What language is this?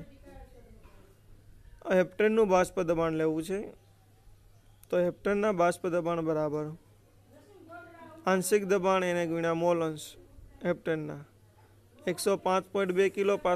Gujarati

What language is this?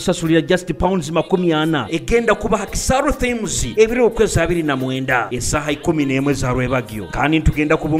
Nyoro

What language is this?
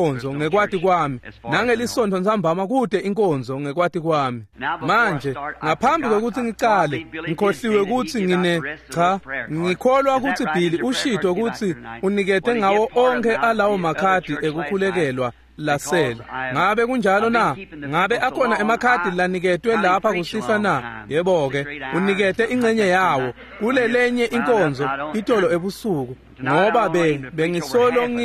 Swati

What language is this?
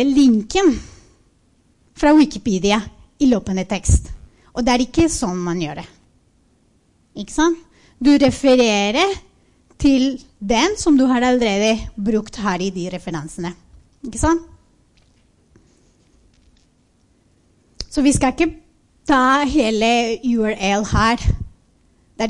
Norwegian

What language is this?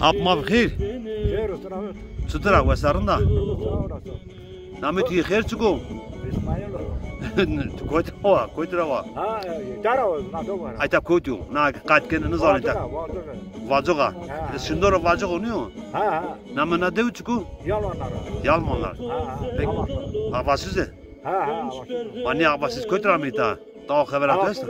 Zaza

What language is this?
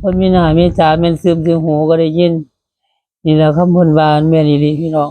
Northeastern Thai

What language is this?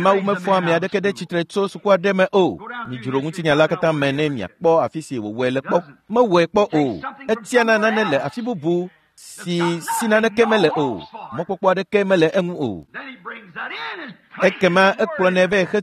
Ewe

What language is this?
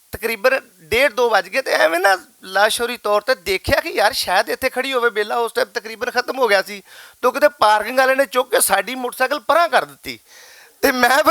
Western Panjabi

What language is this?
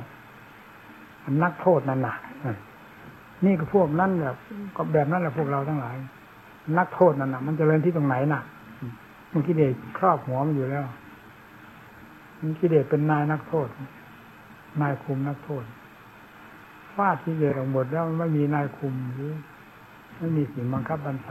Thai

